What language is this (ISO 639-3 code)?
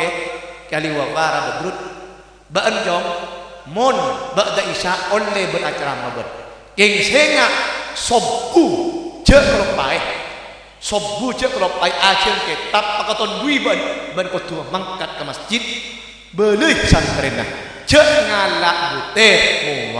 mad